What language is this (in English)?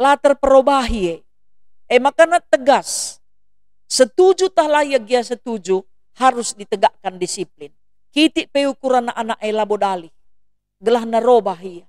Batak Karo